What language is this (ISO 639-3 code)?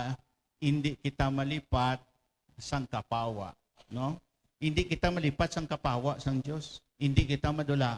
hil